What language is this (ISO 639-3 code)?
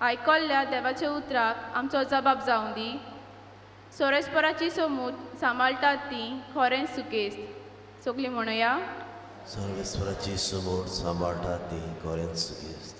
kok